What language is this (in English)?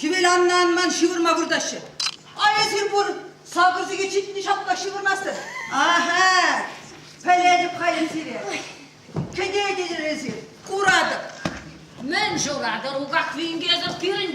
Chuvash